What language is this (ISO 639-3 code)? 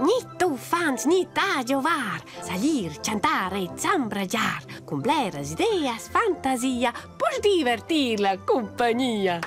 roh